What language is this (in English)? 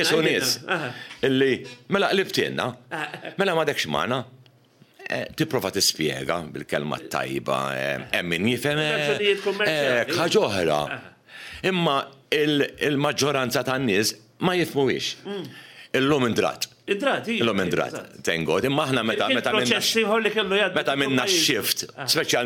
Maltese